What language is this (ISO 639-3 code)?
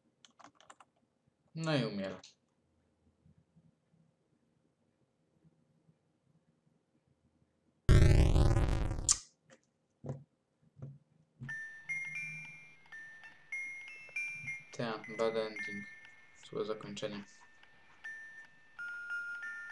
pol